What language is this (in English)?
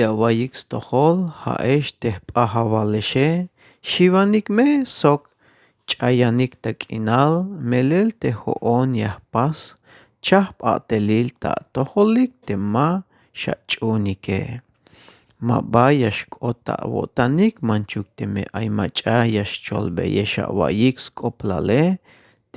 Tzeltal